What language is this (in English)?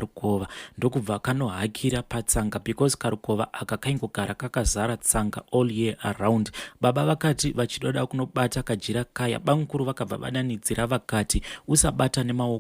Shona